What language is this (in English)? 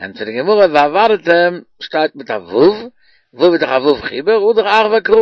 Yiddish